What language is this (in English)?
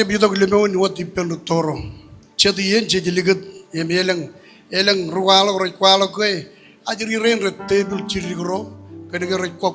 Marshallese